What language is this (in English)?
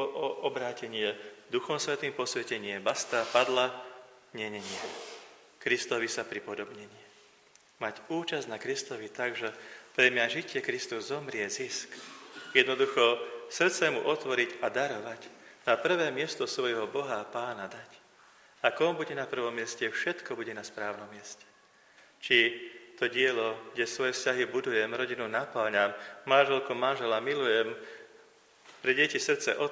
Slovak